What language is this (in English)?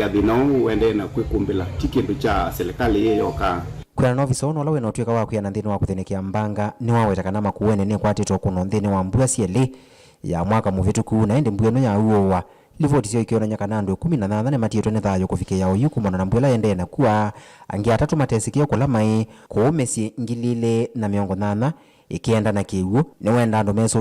Kamba